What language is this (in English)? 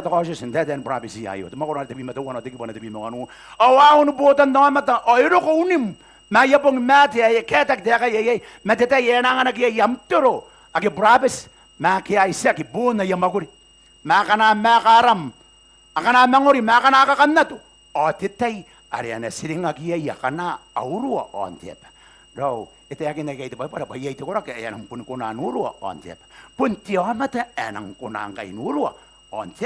Gilbertese